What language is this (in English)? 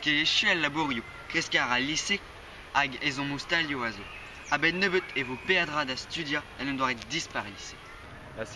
Breton